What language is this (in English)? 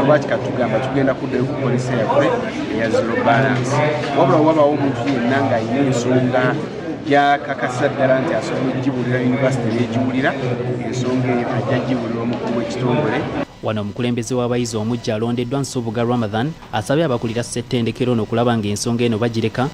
Ganda